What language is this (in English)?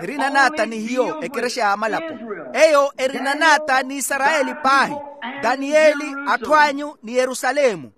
Makhuwa